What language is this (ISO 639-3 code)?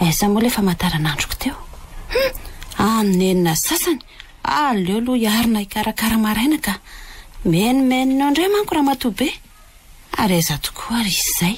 mlg